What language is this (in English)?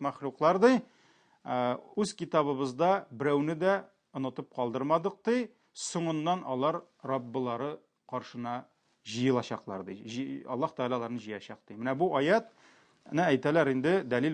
Tatar